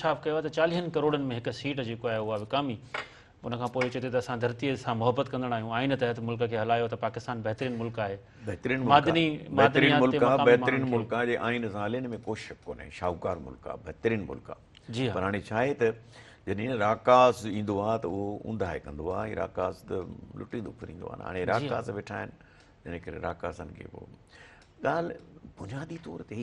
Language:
Sindhi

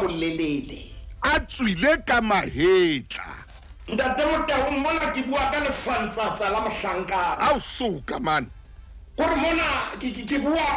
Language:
Southern Sotho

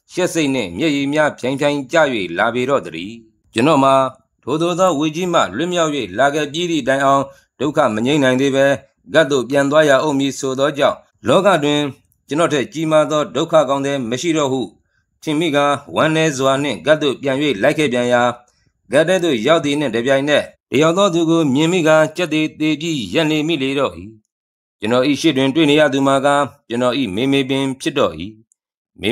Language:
Burmese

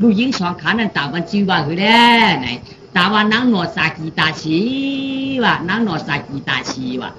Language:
Shan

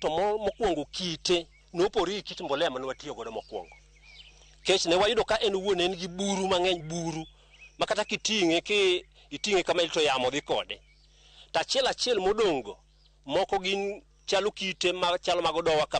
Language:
Luo (Kenya and Tanzania)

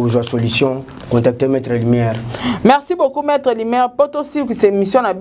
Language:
Lingala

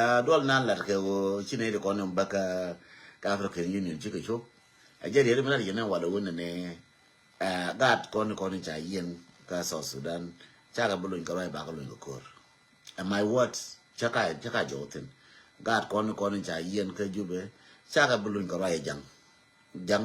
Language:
Nuer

